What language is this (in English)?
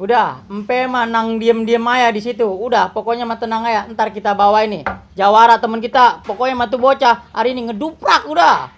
Betawi